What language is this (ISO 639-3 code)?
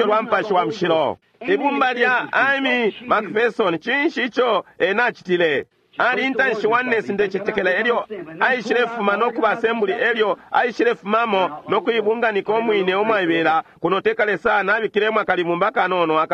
bem